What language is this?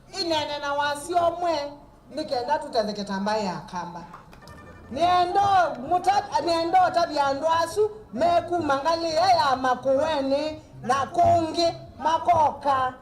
Kamba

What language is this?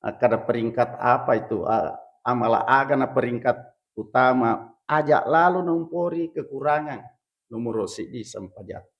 Buginese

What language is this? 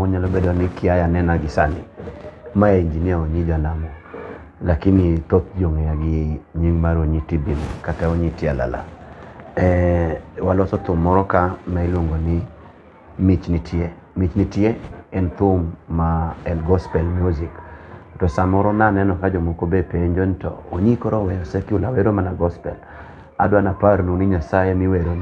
Luo (Kenya and Tanzania)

